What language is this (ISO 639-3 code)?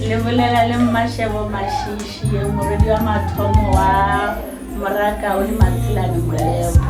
nso